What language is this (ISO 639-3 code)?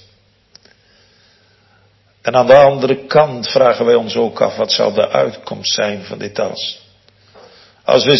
nld